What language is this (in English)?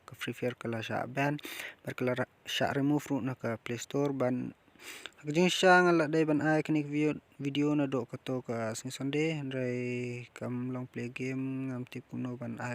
Khasi